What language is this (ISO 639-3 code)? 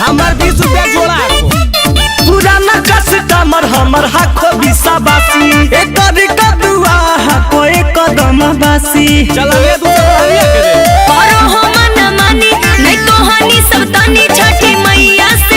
mag